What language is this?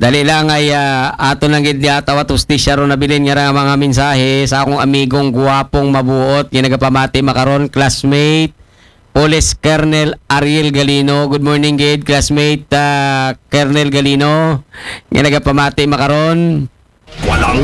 Aklanon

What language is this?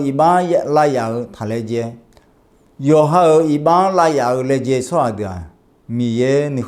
Akha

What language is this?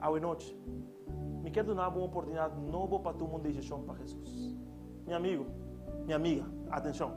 Papiamento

